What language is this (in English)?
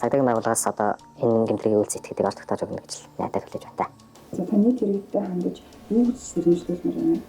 Mongolian